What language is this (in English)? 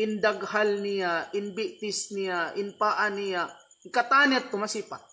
Tausug